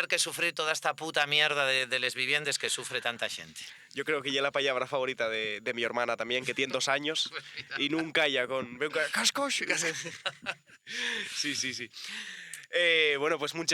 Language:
Asturian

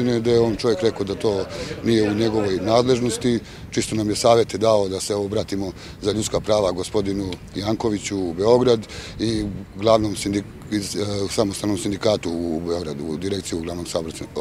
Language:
Serbian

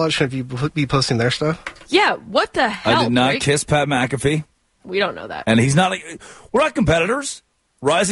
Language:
English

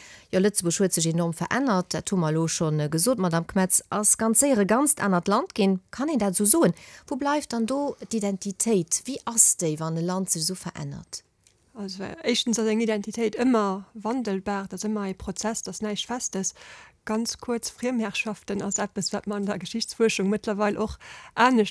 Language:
Luxembourgish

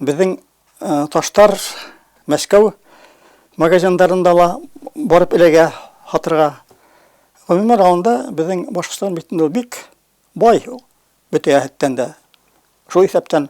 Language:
Bashkir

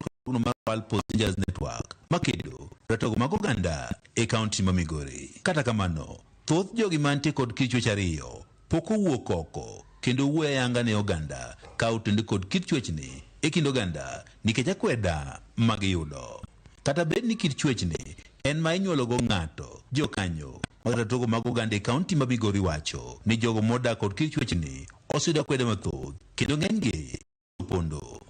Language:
Luo (Kenya and Tanzania)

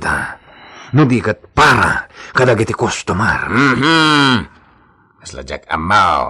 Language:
Iloko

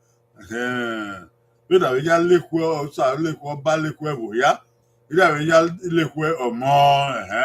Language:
Bini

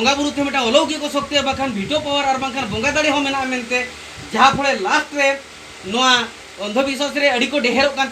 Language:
Santali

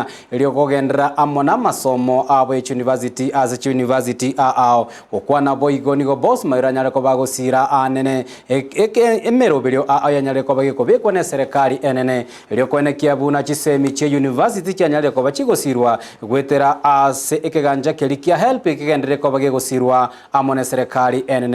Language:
Gusii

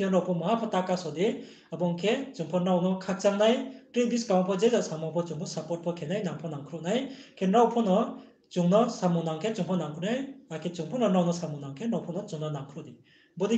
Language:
Riang (India)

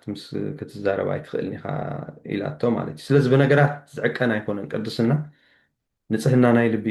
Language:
Tigrinya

